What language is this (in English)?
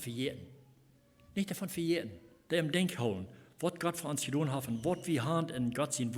Plautdietsch